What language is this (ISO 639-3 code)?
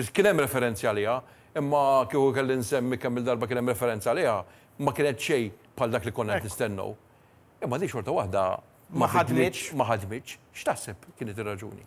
mlt